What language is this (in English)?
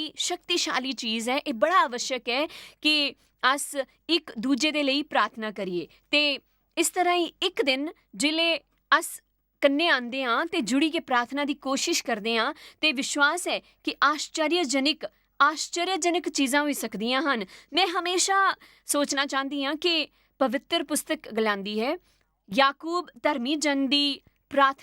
Dogri